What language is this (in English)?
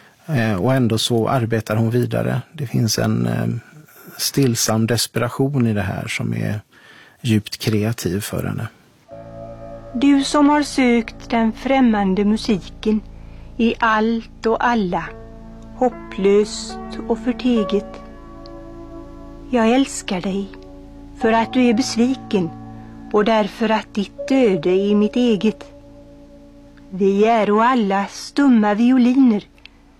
Swedish